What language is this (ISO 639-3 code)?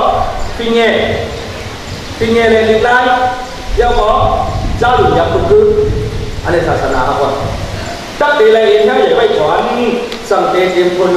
shn